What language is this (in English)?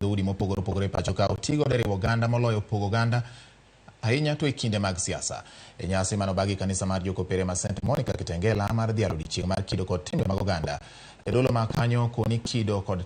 Luo (Kenya and Tanzania)